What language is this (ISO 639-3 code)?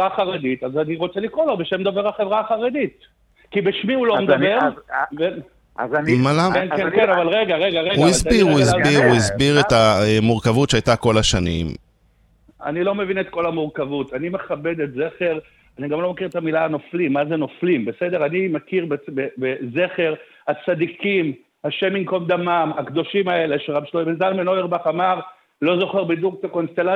heb